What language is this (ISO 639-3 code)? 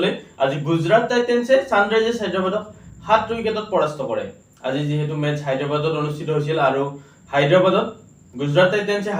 asm